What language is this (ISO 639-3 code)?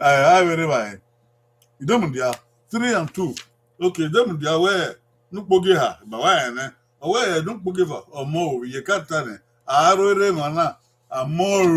bin